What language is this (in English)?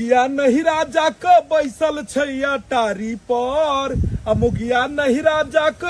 Maithili